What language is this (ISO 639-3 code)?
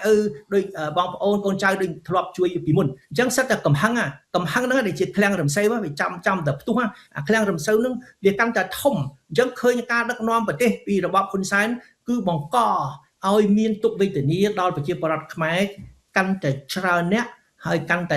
khm